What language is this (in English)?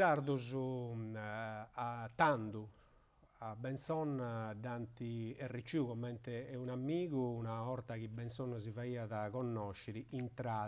Sardinian